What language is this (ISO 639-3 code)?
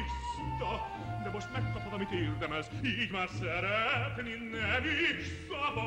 hun